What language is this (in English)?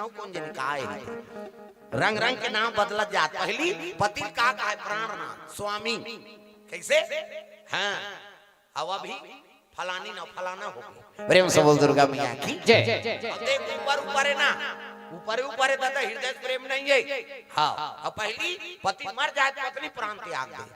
Chhattisgarhi